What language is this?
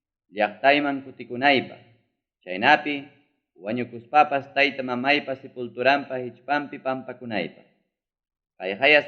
Ayacucho Quechua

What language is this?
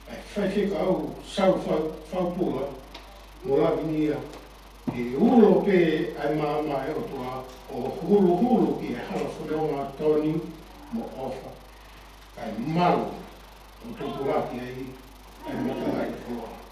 Tongan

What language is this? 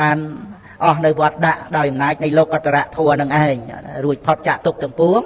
Khmer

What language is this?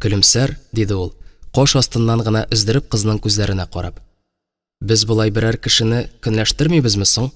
Tatar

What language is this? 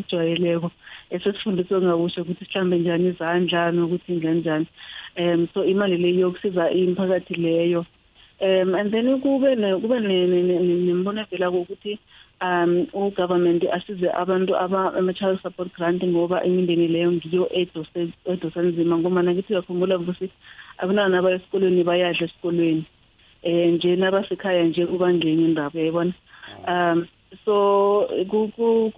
South Ndebele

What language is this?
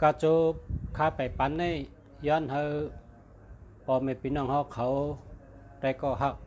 Shan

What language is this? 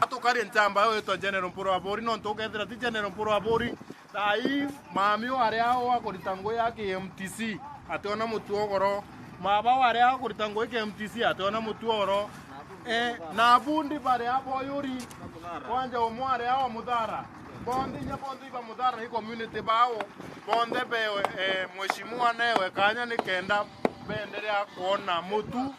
Meru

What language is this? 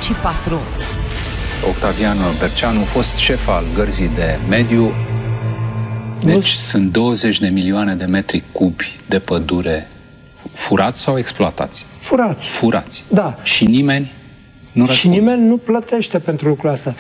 Romanian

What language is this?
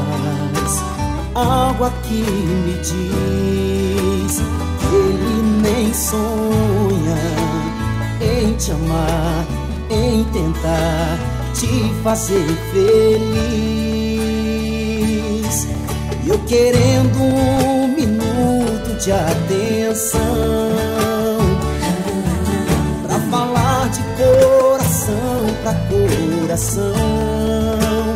Portuguese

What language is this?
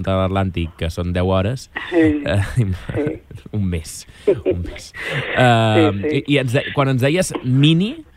Catalan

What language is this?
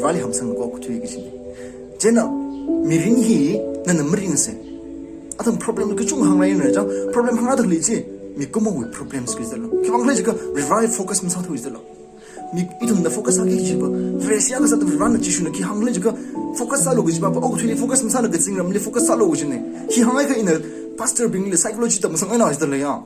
Tangkhul Naga (India)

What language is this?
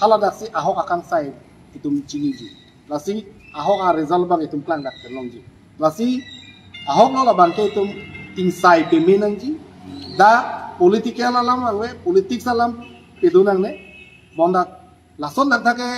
Karbi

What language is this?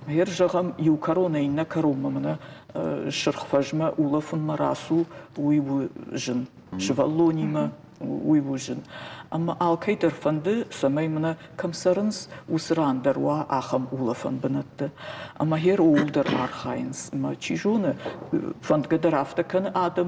Ossetic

